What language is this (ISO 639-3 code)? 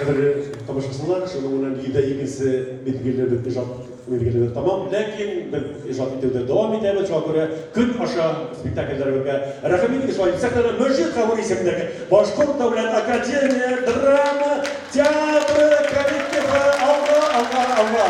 bak